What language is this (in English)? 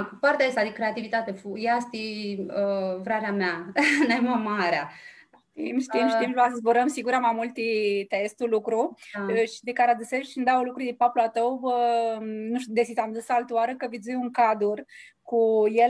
Aromanian